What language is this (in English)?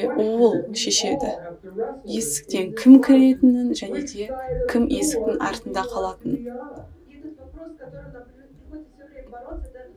Kazakh